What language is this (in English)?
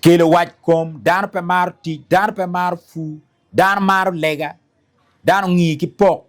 Acoli